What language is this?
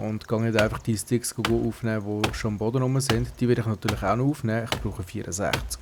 Swiss German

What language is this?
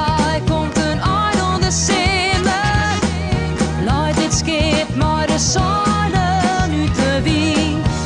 Western Frisian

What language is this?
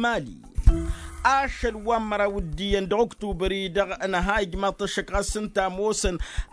Tamasheq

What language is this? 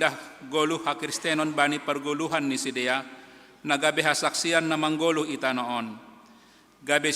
Batak Simalungun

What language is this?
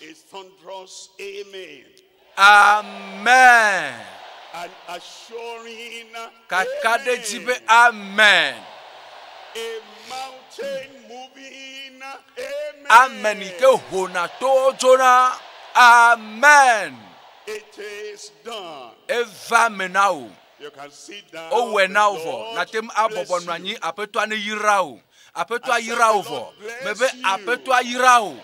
Ewe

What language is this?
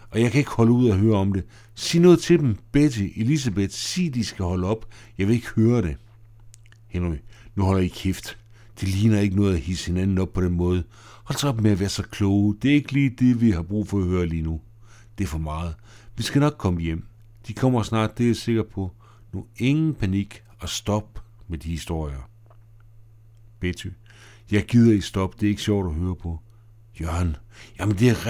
Danish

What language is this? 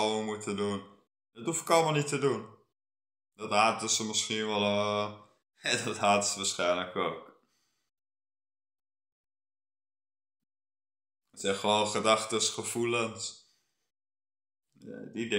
Dutch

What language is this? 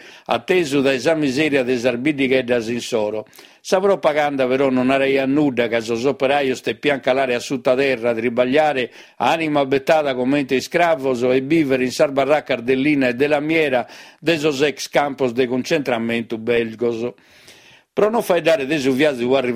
Sardinian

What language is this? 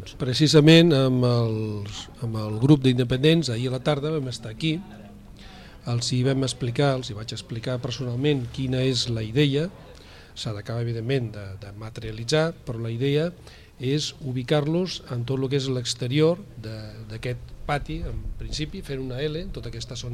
Catalan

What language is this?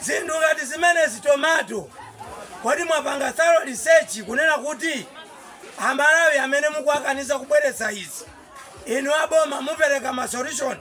Nyanja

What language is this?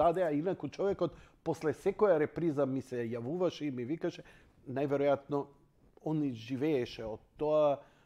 Macedonian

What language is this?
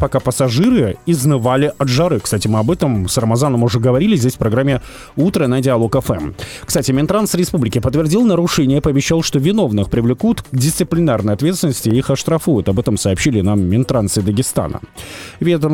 Russian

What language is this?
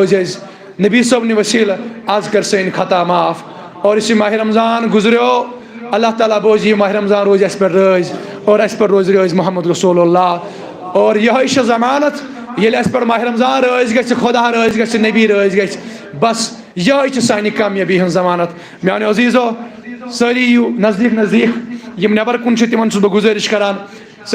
Kashmiri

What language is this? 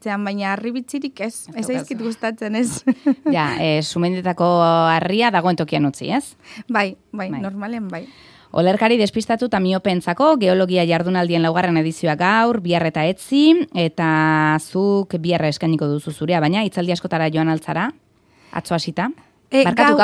Basque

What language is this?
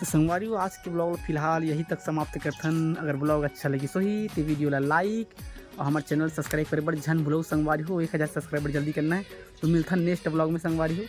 Chhattisgarhi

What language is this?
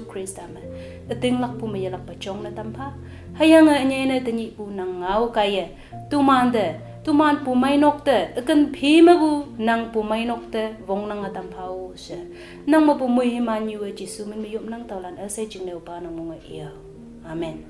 Konyak Naga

